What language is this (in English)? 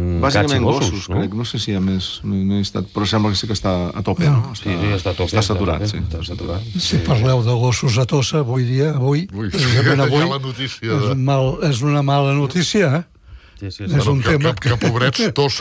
Catalan